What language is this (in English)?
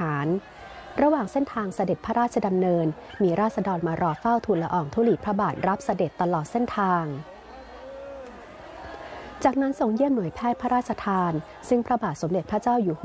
Thai